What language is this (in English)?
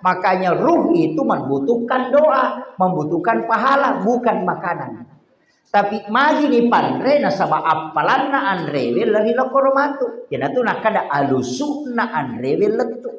Buginese